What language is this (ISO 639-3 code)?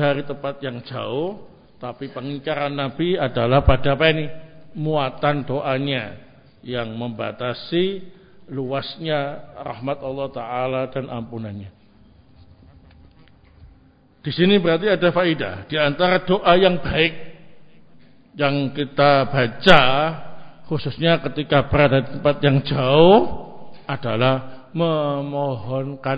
ind